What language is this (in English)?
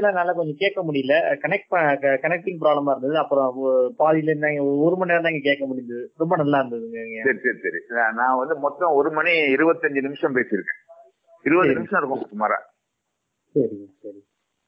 Tamil